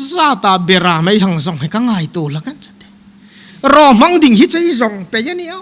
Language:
Hmar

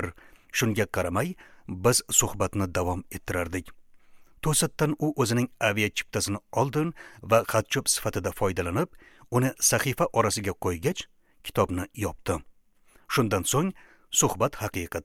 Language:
Uzbek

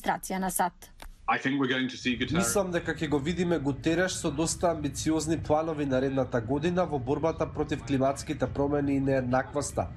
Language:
Macedonian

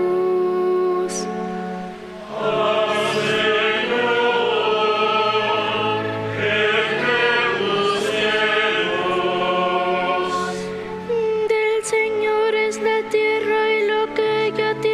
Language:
Spanish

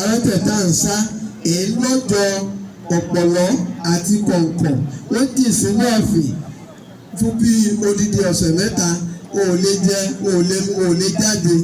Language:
Yoruba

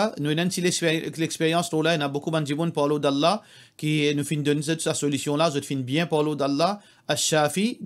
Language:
Morisyen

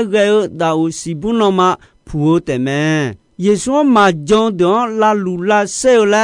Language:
Akha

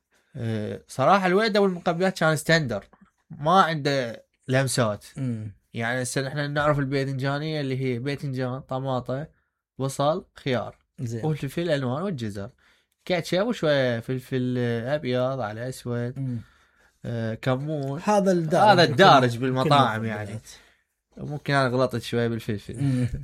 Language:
Mesopotamian Arabic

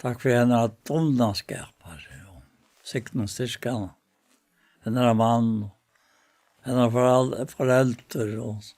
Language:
Faroese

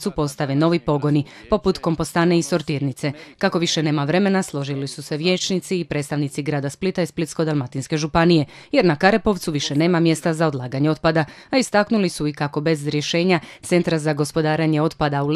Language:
Croatian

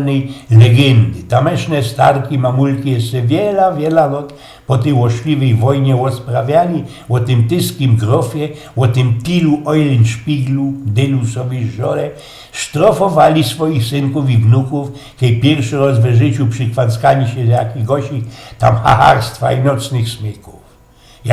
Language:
Silesian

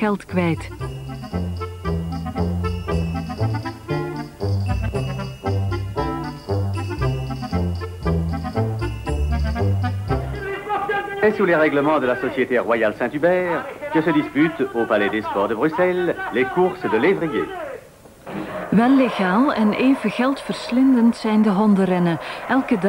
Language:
Dutch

